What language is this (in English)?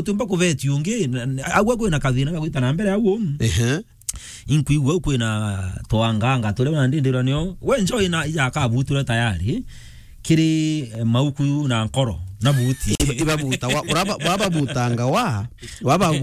Meru